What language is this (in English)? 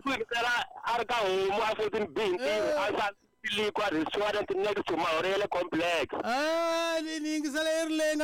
Tsonga